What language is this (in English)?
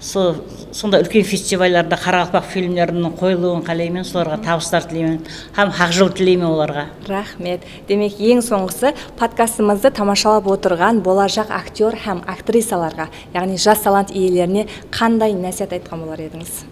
Kara-Kalpak